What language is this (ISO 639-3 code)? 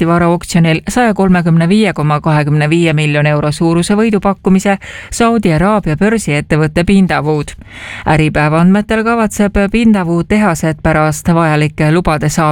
est